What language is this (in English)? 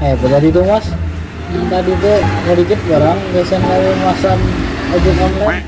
Banjar